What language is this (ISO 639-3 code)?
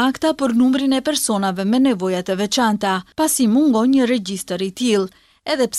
sqi